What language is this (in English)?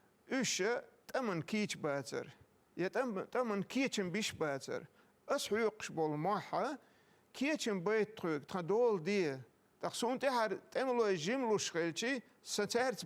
Chechen